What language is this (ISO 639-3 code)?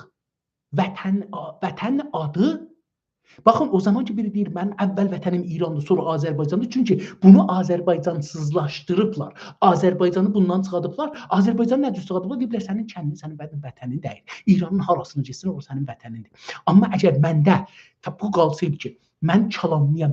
azb